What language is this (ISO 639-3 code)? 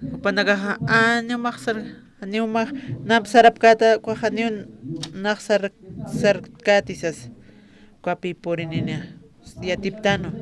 aym